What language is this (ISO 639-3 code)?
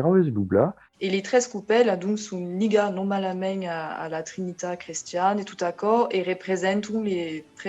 oci